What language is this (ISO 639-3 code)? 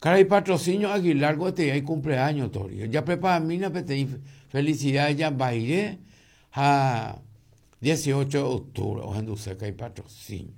grn